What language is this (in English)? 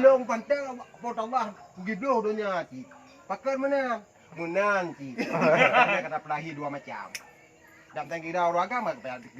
Achinese